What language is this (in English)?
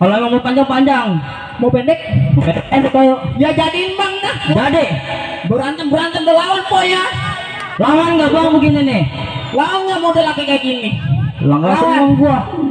Betawi